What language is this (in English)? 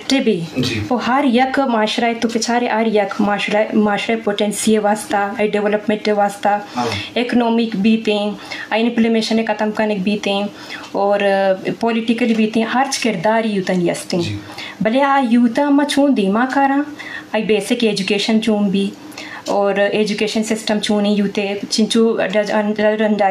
Eastern Balochi